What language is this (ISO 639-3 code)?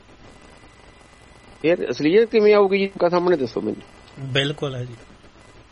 pan